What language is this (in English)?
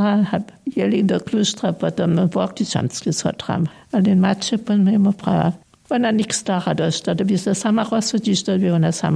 Upper Sorbian